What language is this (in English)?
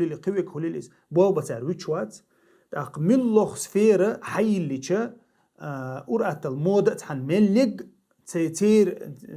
Chechen